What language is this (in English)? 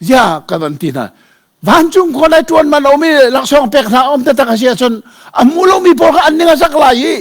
Hakha Chin